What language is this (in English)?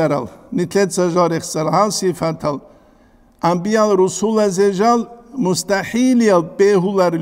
Avaric